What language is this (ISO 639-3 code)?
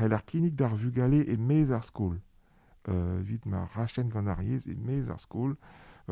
bre